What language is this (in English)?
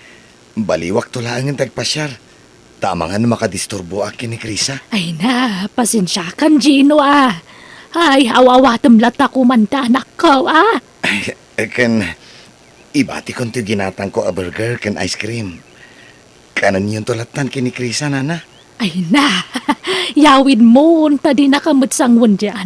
Iloko